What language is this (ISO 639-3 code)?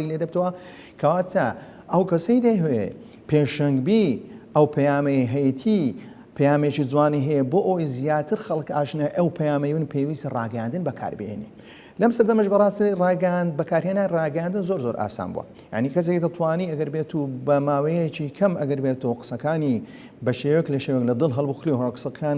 ckb